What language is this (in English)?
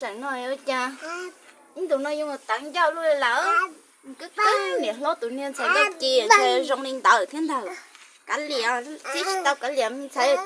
Hmong